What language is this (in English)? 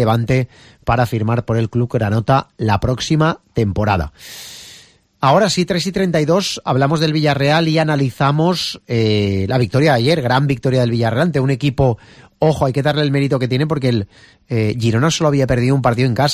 Spanish